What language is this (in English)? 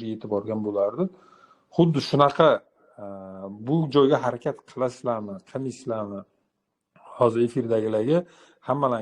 Uzbek